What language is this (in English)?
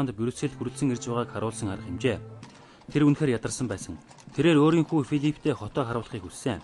Mongolian